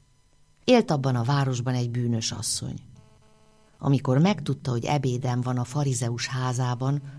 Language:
Hungarian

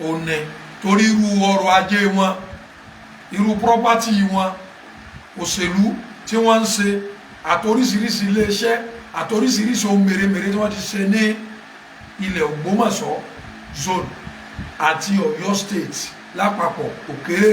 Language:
Yoruba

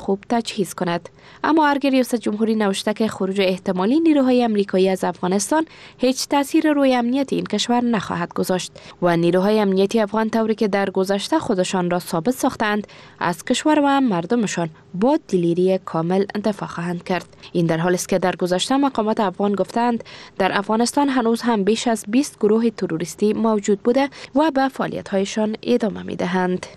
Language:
Persian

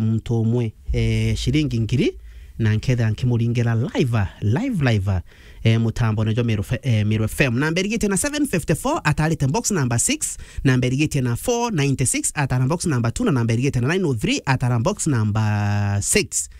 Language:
Meru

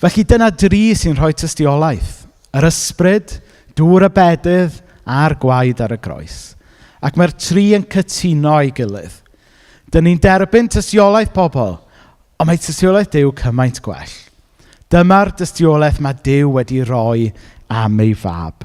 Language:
Welsh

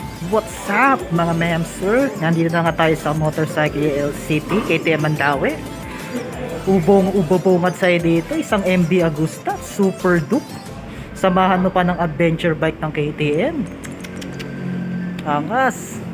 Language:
Filipino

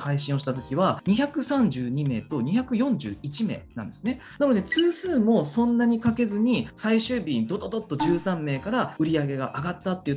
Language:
Japanese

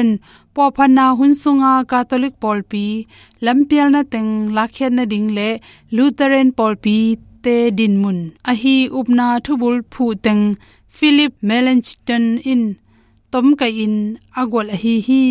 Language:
Tedim Chin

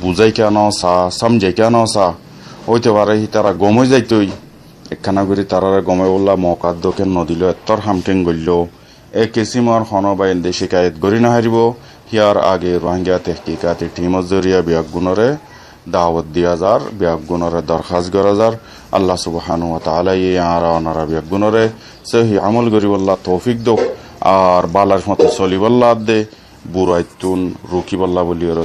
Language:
Rohingya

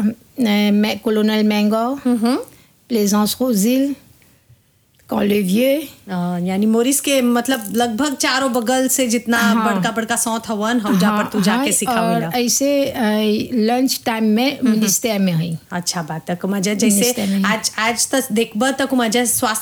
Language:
Bhojpuri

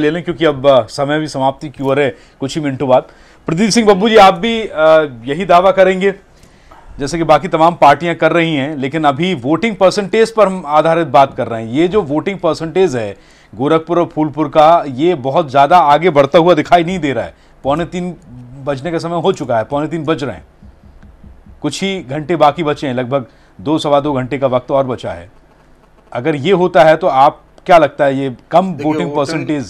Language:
Hindi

